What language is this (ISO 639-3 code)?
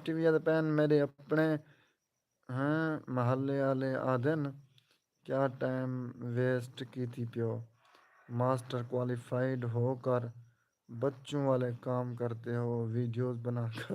skr